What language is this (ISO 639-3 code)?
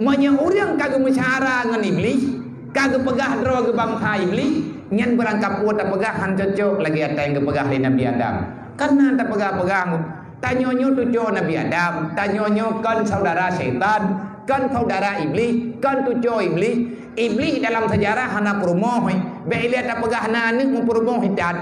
ace